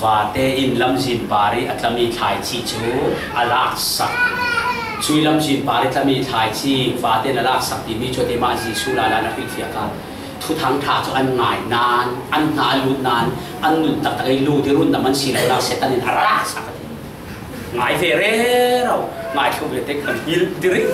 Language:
Falam Chin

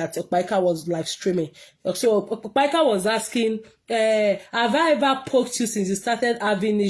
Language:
Nigerian Pidgin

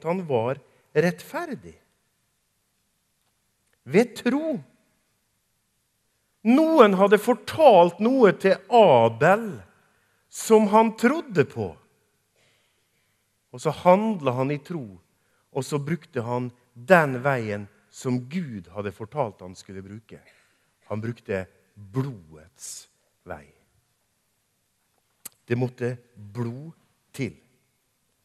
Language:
Norwegian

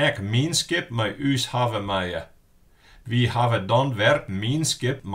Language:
Western Frisian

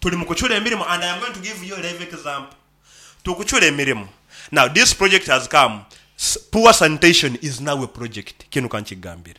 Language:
Nyankole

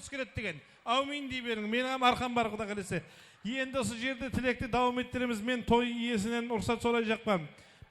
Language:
Kara-Kalpak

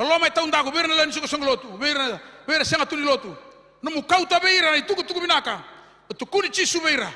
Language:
Fijian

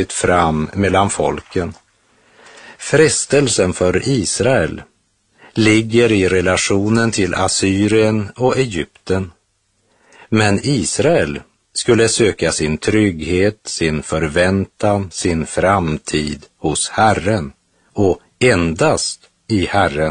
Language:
Swedish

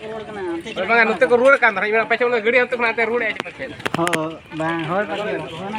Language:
Santali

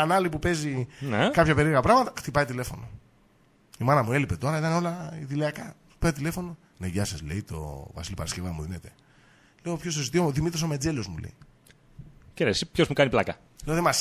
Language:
Greek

